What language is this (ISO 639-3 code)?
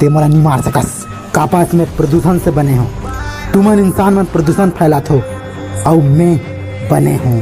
hne